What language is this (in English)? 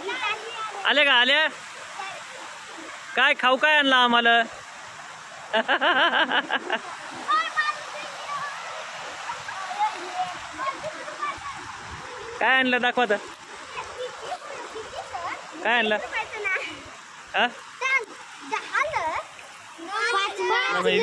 Marathi